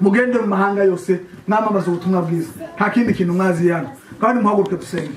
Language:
Kinyarwanda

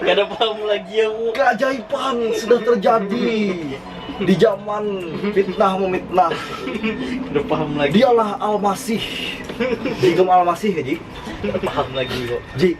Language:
Banjar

